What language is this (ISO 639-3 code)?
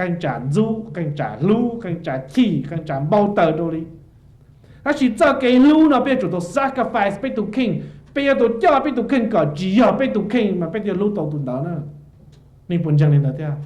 hmn